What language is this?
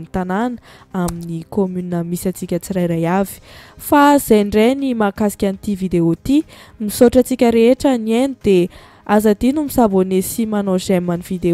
Malagasy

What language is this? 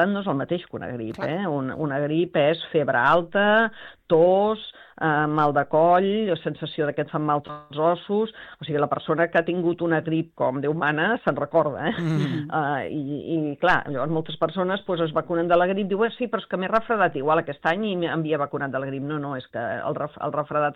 Catalan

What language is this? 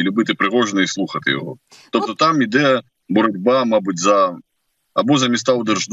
Ukrainian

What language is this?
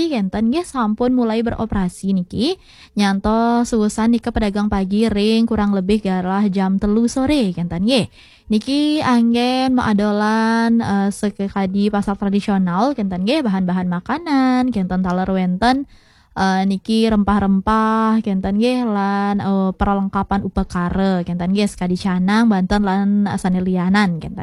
Balinese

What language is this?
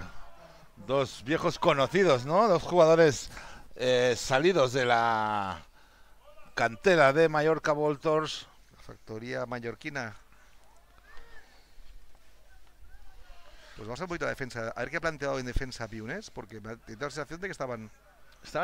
Spanish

